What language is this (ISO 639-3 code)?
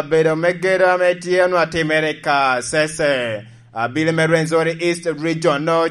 laj